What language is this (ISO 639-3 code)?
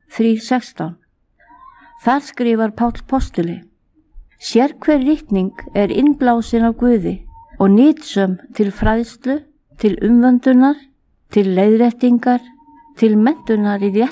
isl